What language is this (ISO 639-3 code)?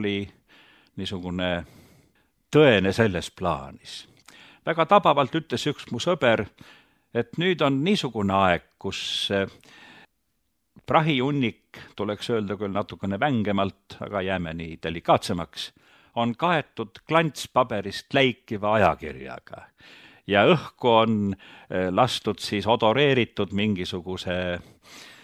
est